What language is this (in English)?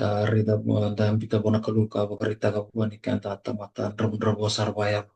Fijian